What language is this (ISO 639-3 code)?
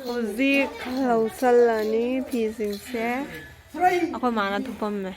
mni